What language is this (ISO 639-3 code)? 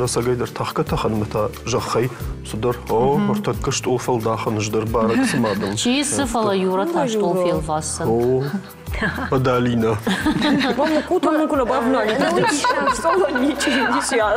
oss